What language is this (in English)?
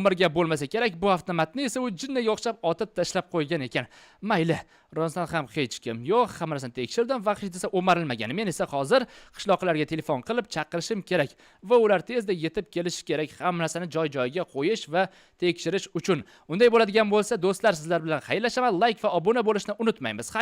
Uzbek